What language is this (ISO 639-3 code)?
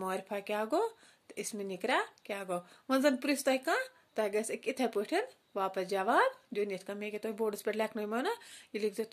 kas